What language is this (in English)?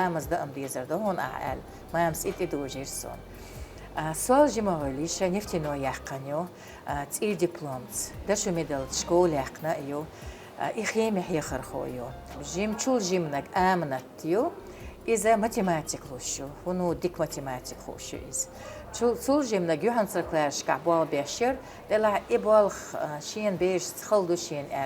Chechen